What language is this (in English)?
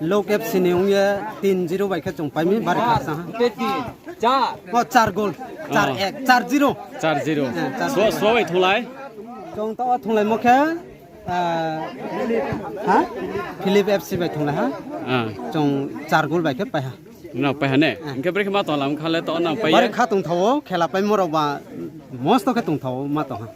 Riang (India)